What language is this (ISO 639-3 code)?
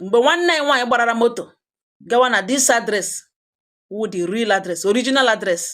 ibo